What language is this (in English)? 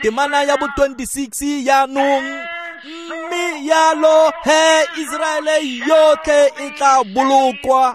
Tswana